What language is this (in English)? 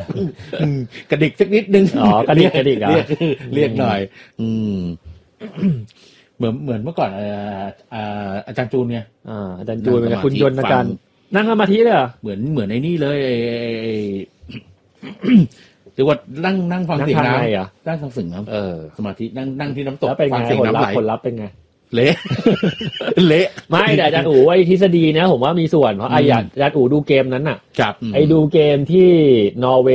Thai